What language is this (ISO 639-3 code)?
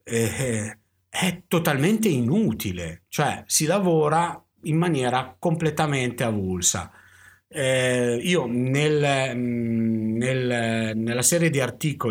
ita